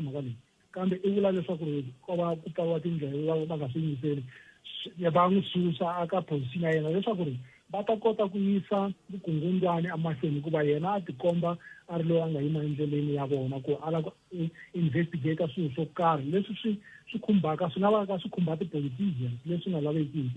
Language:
Tsonga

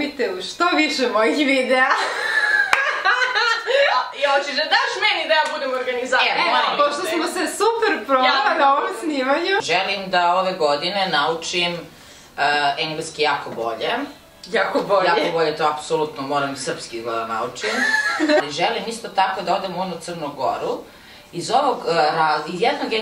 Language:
Serbian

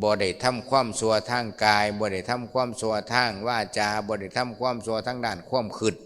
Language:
Lao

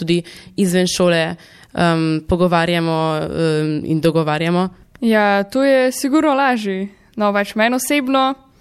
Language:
Slovenian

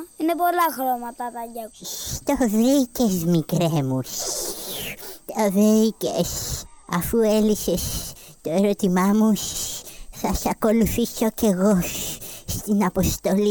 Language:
Greek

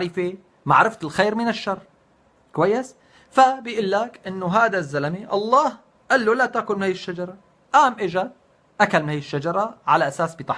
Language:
North Levantine Arabic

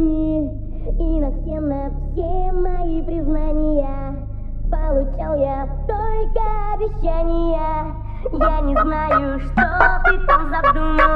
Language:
Russian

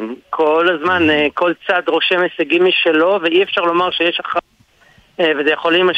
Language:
Hebrew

